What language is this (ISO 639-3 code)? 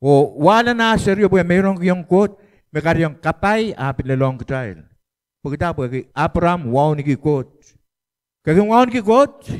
pon